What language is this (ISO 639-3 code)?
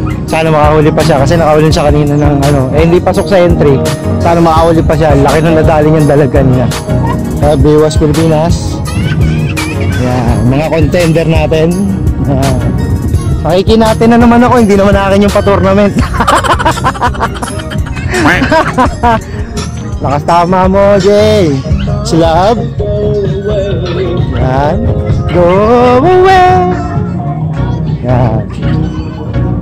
fil